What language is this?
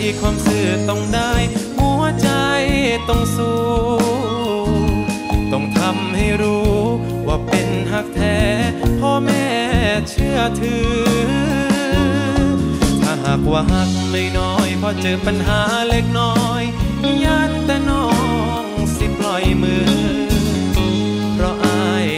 Thai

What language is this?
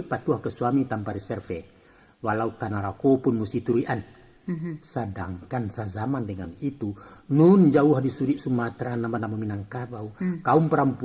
Minangkabau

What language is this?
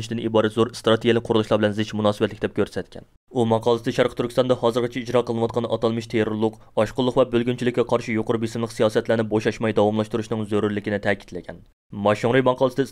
Uyghur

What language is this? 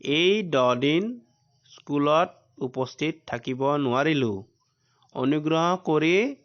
Assamese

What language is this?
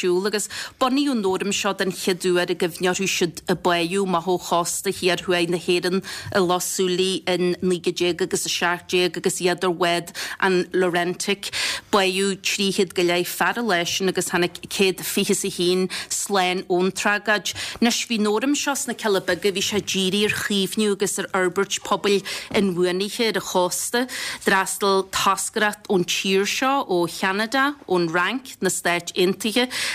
Irish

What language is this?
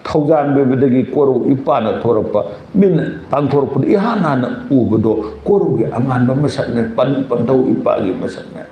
Manipuri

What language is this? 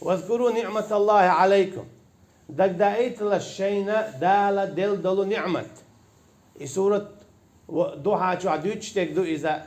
Chechen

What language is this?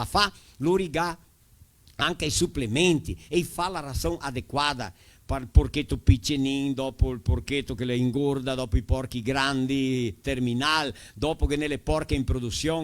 Venetian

